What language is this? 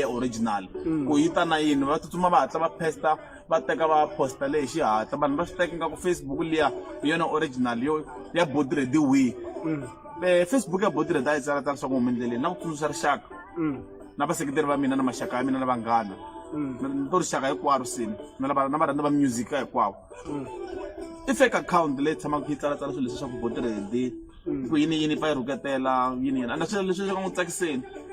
Tsonga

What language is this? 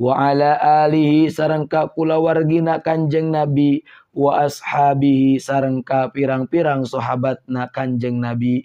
Sundanese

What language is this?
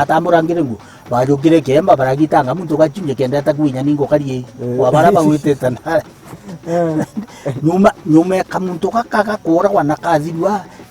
Meru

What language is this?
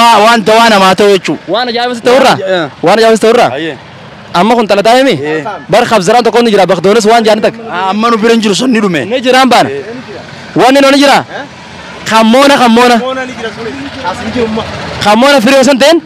Oromo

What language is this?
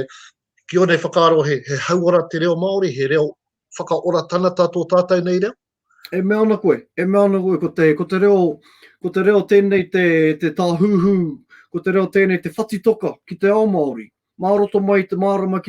Māori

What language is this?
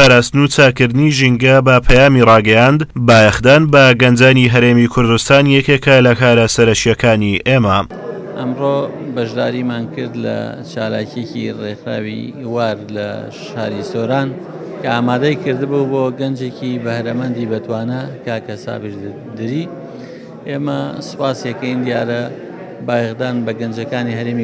Central Kurdish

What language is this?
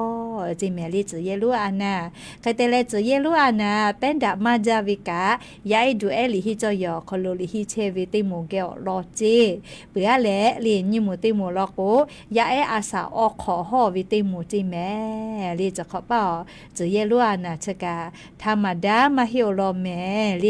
Lahu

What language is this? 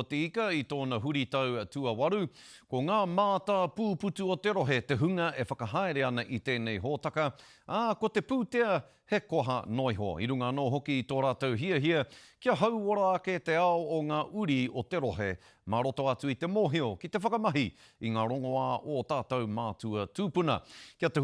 Māori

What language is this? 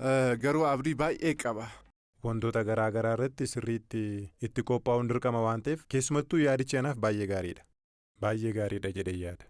Oromo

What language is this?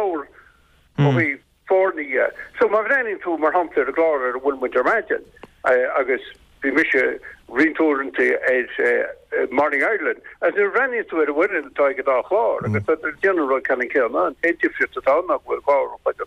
Irish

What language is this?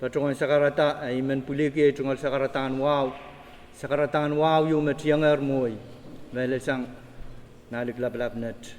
Pohnpeian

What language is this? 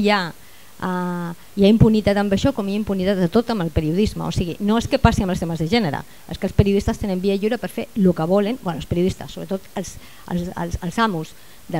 Catalan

